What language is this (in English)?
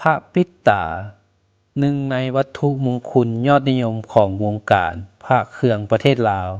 Lao